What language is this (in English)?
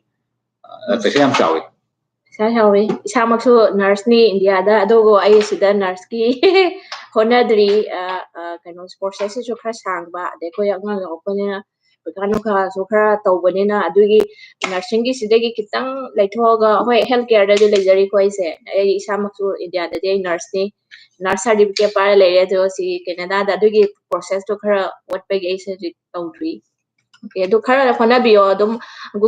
Manipuri